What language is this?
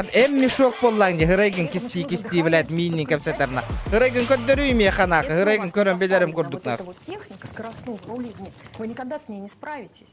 Yakut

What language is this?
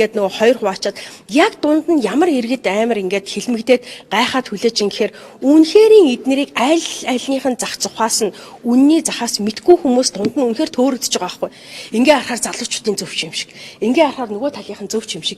Mongolian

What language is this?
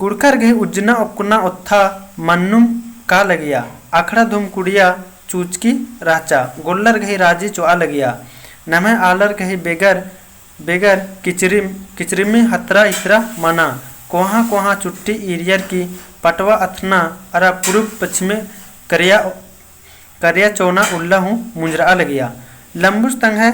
Kurukh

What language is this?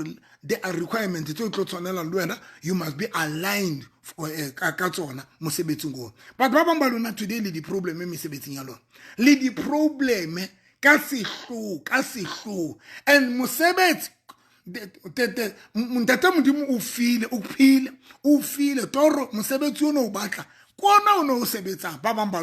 Southern Sotho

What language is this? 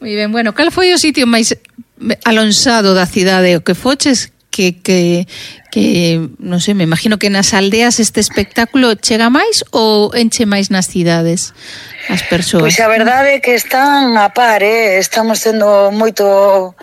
Galician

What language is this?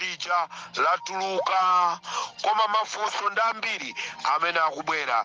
Nyanja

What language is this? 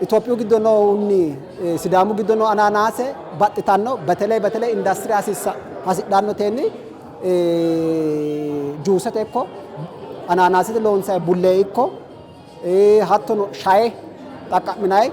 Sidamo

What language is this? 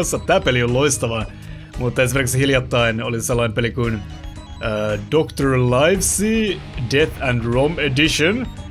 Finnish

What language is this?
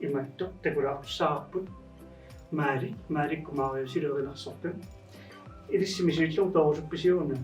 Kalaallisut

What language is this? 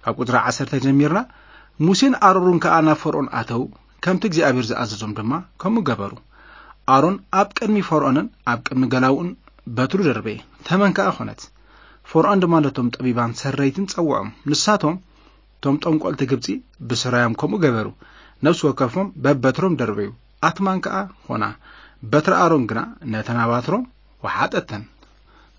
Tigrinya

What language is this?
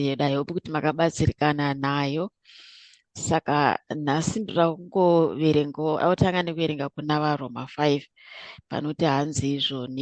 Shona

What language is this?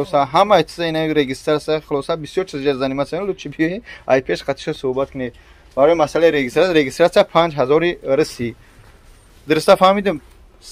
Tajik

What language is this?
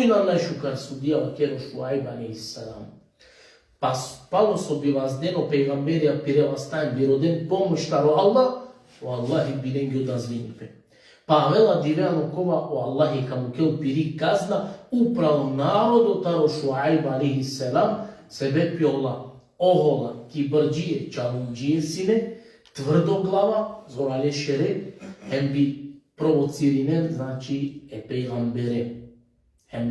Balkan Romani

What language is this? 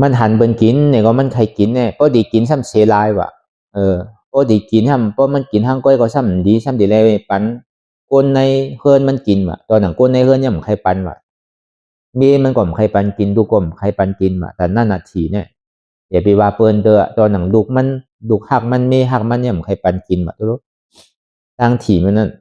Shan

